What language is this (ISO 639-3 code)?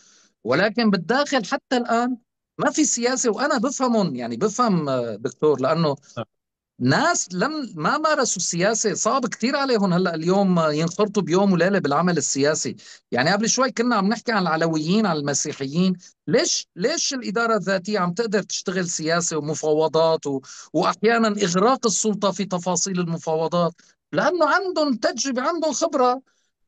apc